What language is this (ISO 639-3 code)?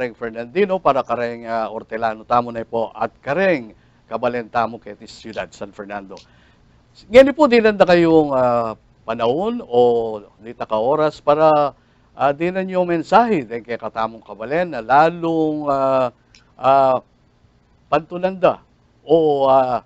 pam